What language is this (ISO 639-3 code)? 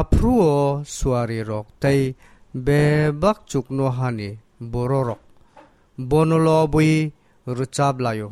trp